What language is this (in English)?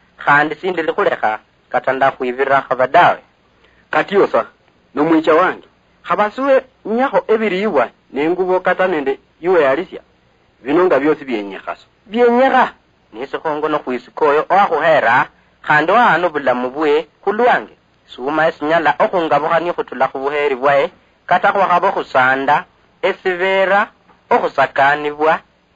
Luyia